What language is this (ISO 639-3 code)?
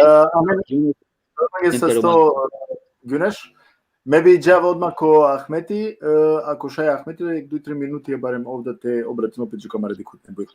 rmn